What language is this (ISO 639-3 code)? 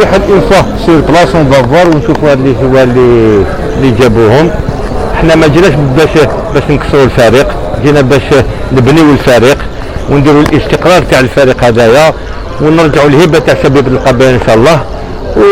arq